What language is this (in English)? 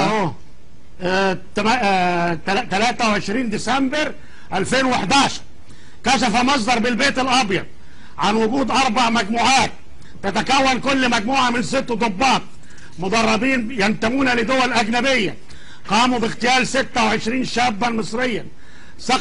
Egyptian Arabic